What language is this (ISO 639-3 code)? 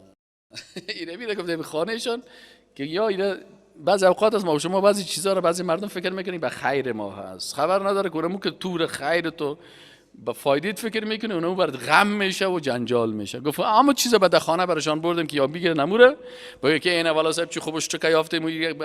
fas